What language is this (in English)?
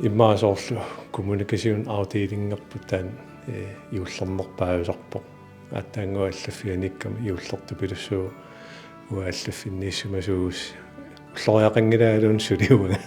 Kalaallisut